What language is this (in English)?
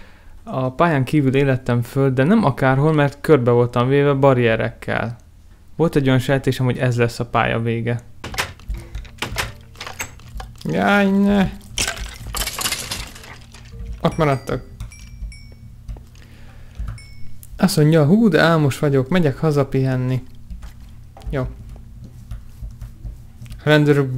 Hungarian